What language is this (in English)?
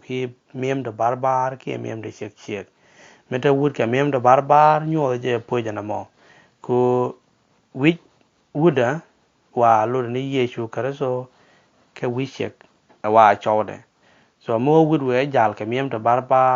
Nuer